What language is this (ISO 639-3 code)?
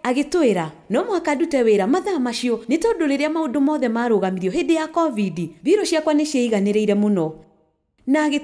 kik